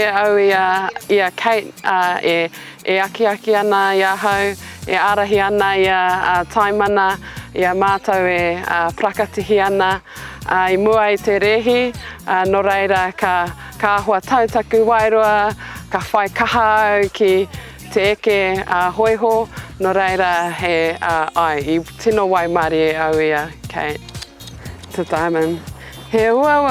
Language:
Māori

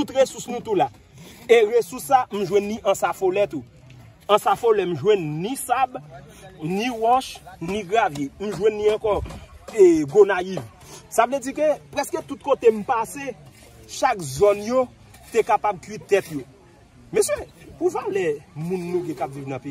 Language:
Haitian Creole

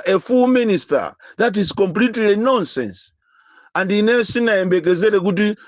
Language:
Nyanja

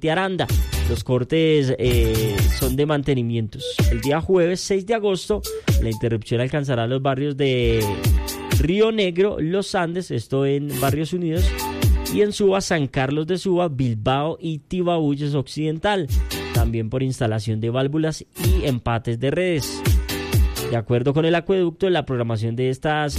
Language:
Spanish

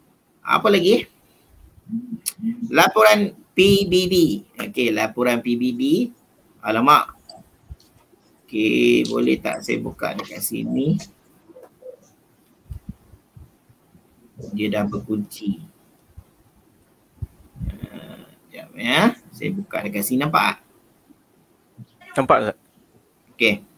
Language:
Malay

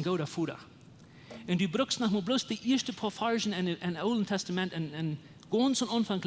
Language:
Plautdietsch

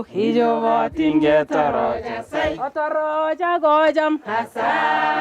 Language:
Nandi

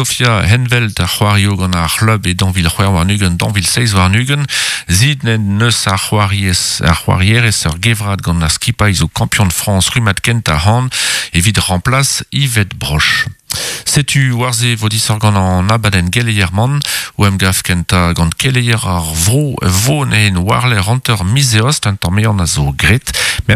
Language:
Breton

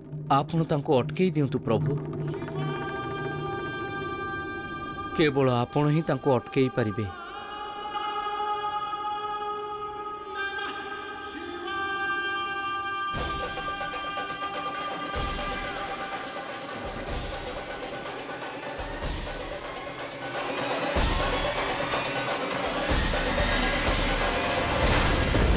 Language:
Odia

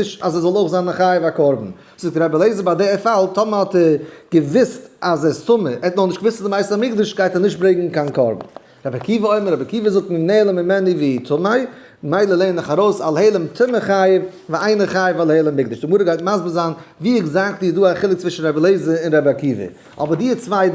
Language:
Yiddish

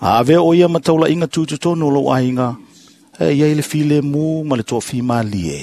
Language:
Samoan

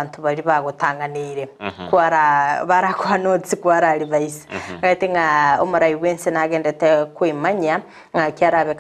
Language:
Gusii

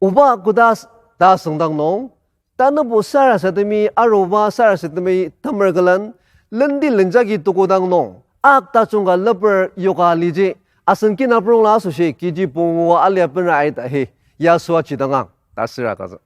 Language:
Ao Naga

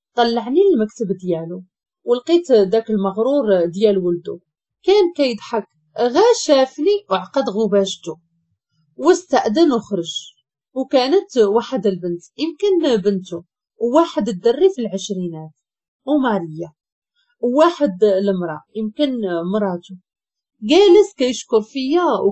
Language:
Moroccan Arabic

